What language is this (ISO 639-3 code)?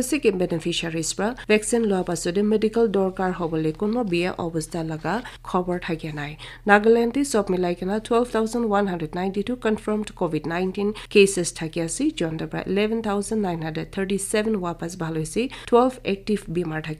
nag